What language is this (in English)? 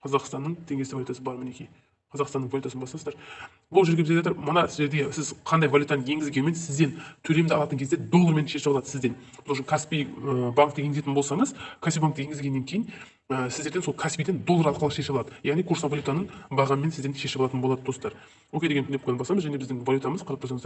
Kazakh